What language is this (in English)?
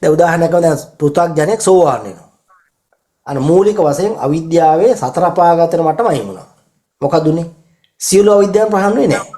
Sinhala